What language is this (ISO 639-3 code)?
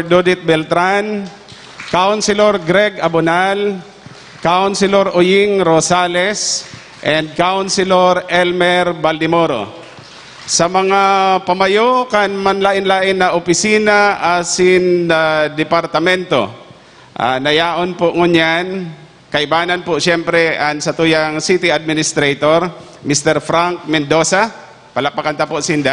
bik